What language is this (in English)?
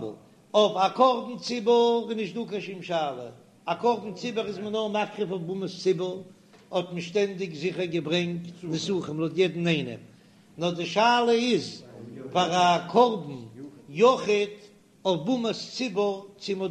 Yiddish